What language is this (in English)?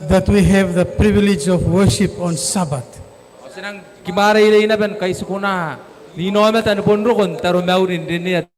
Gilbertese